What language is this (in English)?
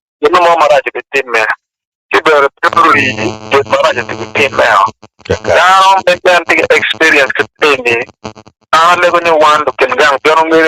Acoli